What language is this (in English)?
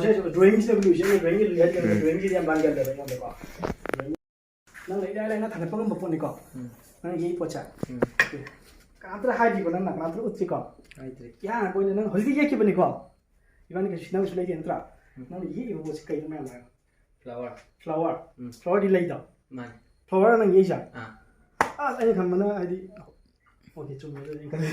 Manipuri